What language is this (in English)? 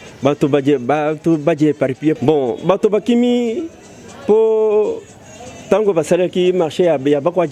Luba-Lulua